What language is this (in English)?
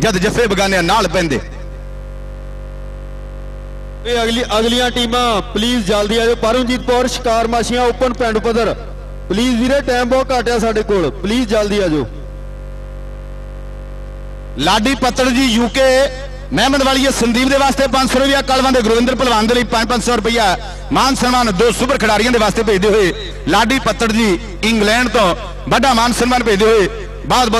Punjabi